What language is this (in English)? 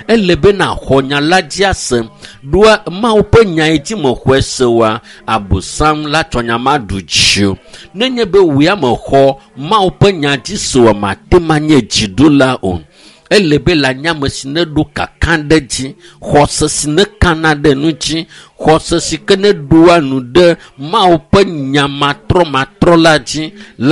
Ewe